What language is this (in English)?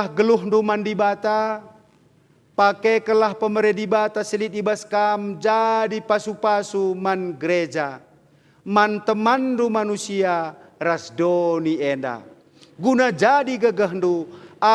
Batak Karo